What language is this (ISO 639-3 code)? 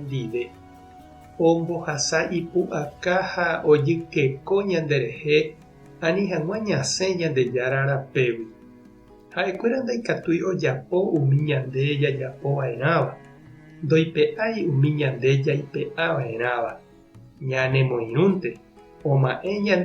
grn